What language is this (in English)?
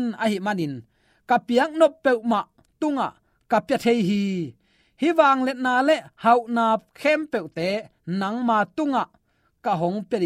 Tedim Chin